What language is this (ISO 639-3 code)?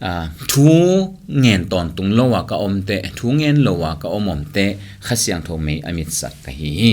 ctd